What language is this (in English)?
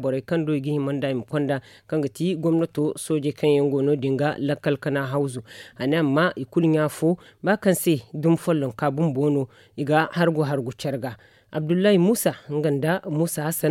Zarma